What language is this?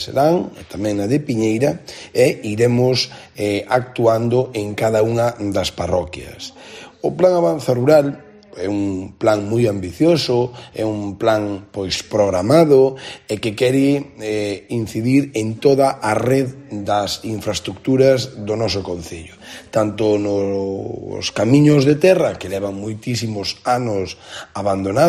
Galician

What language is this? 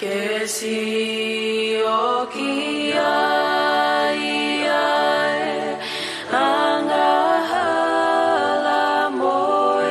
Tongan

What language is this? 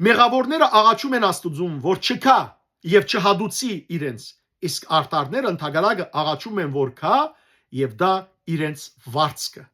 Western Armenian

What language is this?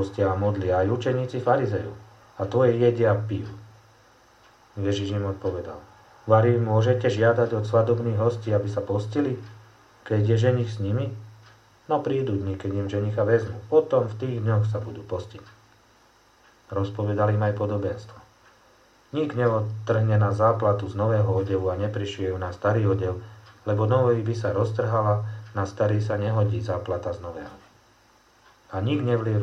Slovak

